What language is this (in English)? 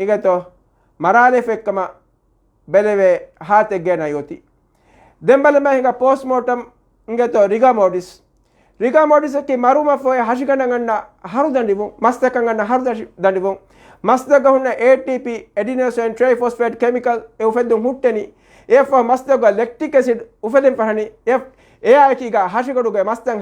Divehi